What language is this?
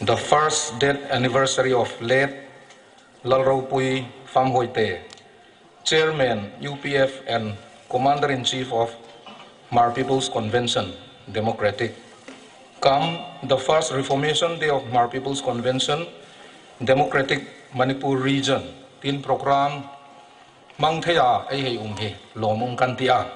Hmar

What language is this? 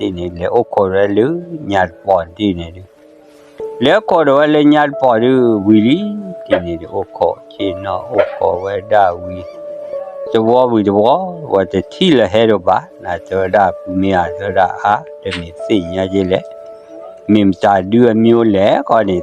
S'gaw Karen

